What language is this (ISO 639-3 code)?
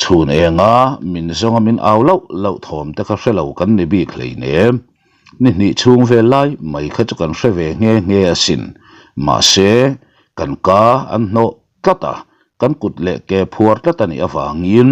lus